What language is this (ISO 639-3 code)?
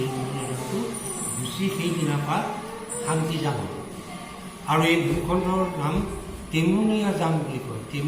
asm